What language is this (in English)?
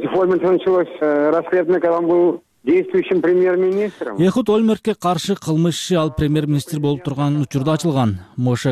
Kyrgyz